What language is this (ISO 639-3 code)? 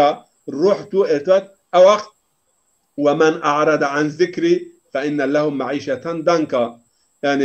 zza